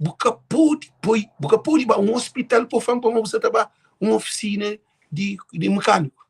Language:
Kabuverdianu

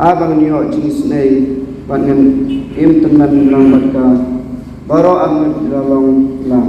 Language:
Khasi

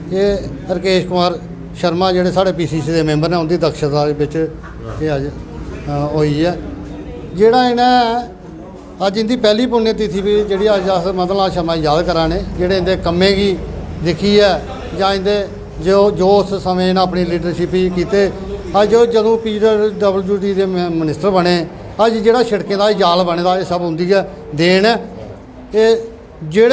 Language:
Dogri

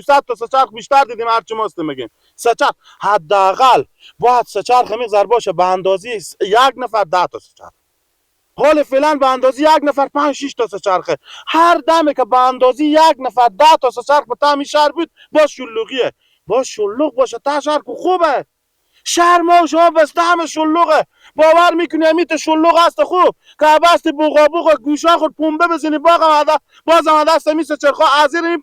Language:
Persian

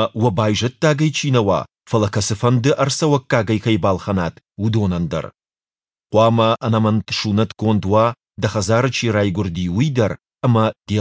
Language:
Ossetic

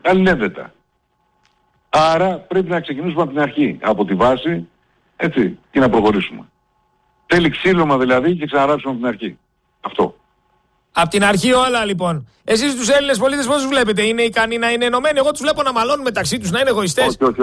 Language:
Greek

